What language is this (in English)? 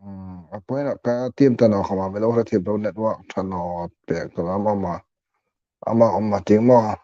Hmar